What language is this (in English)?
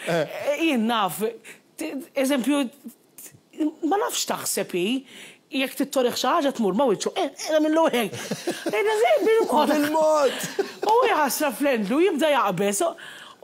Maltese